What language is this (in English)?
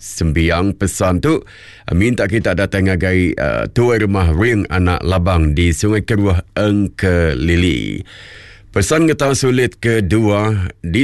Iban